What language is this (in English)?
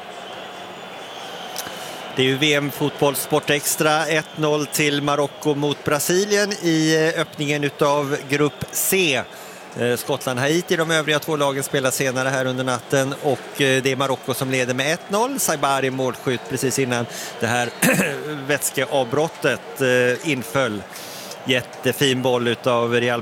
Swedish